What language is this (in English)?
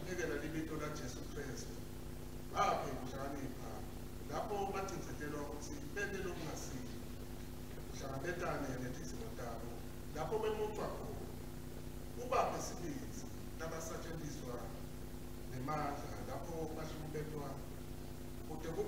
Swati